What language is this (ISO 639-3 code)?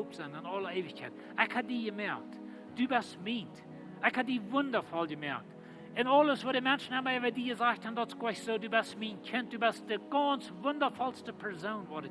pdt